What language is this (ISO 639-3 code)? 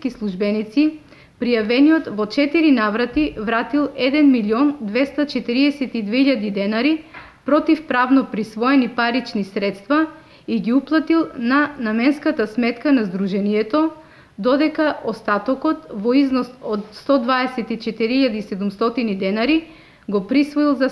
mkd